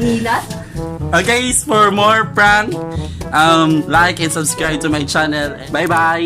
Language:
Cebuano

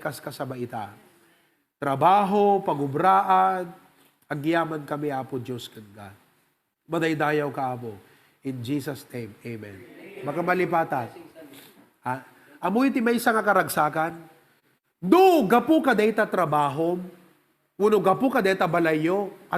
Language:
Iloko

